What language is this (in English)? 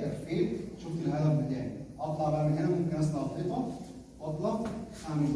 Egyptian Arabic